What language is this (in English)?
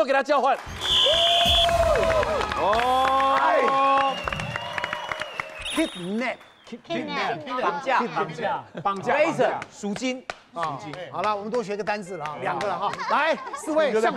Chinese